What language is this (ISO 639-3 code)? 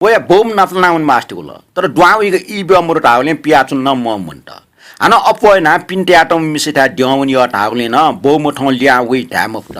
new